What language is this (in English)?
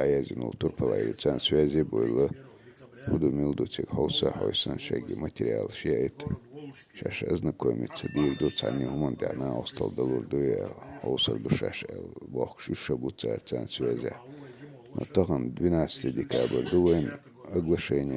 Chechen